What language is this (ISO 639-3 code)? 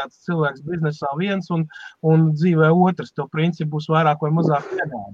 lav